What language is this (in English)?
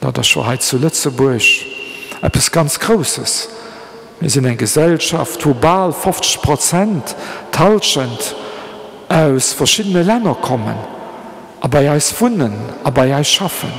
Luxembourgish